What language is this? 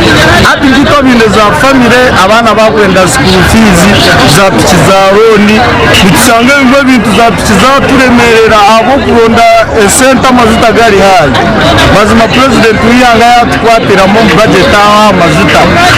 Nyankole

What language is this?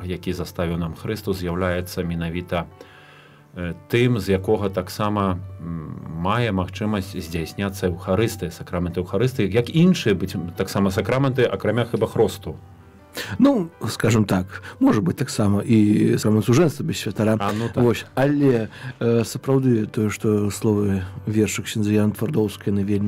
Belarusian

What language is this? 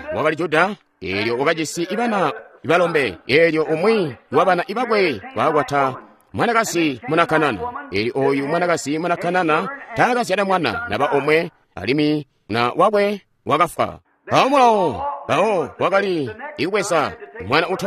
Tonga (Zambia)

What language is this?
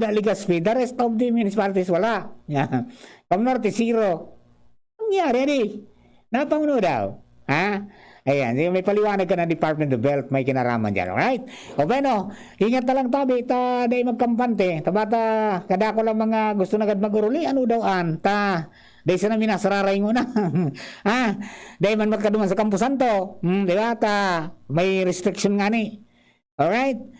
Bikol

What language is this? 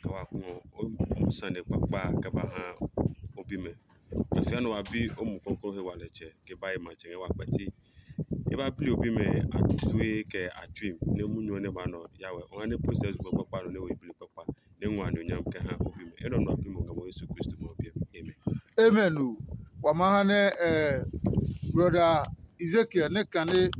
Adangme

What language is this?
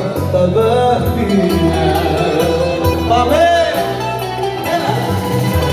Greek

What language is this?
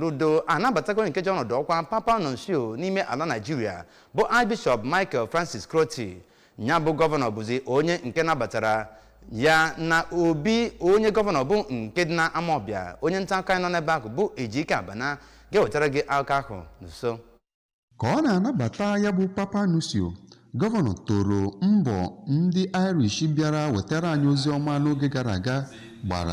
Igbo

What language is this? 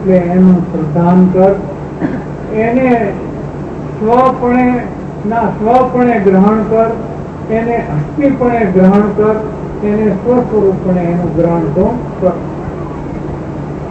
Gujarati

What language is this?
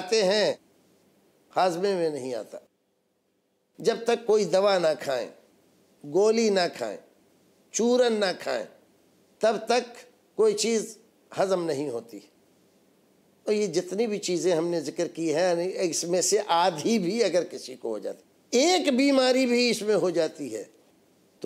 Urdu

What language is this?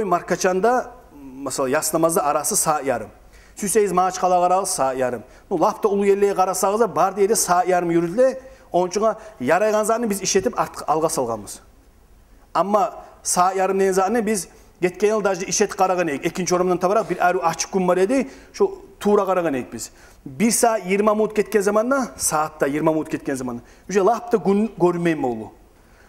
Kumyk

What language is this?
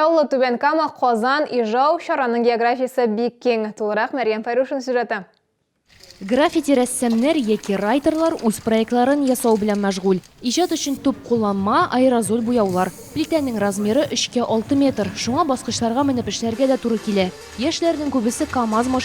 Tatar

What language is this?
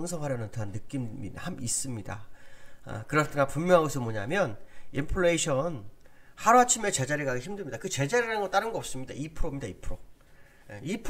Korean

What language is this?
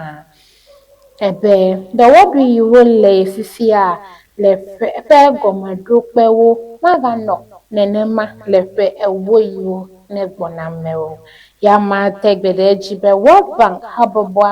Ewe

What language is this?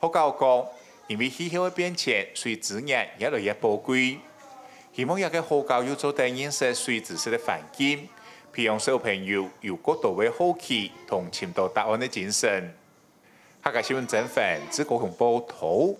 Hakka Chinese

